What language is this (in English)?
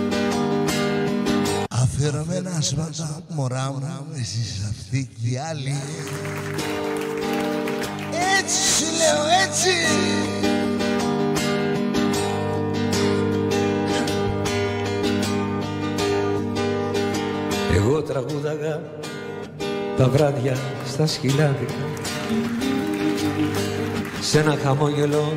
Greek